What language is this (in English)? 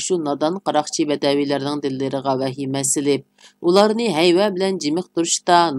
Uyghur